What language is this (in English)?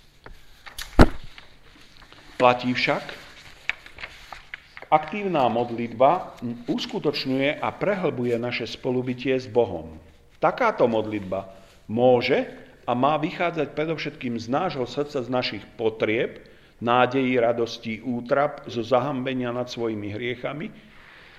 Slovak